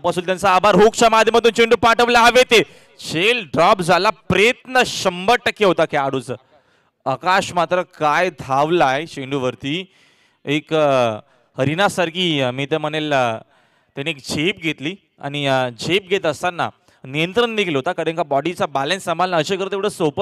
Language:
Marathi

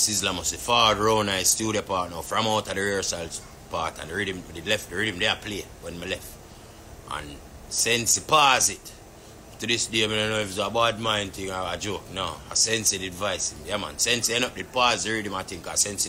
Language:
Jamaican Creole English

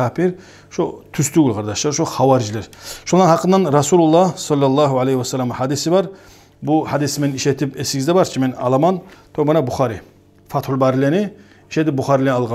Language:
Kumyk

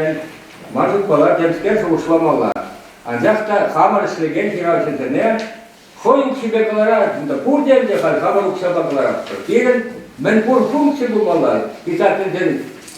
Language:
Chuvash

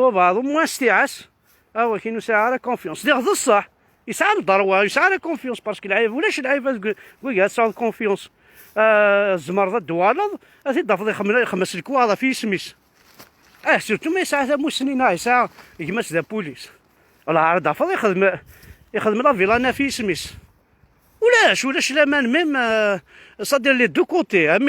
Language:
Kabyle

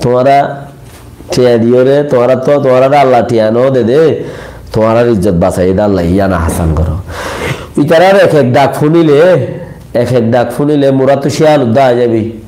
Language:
Rohingya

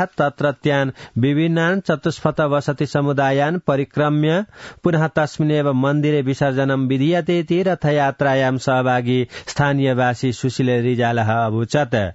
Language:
Sanskrit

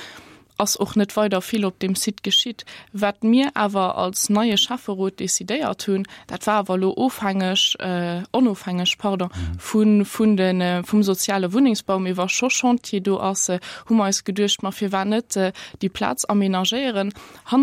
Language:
Luxembourgish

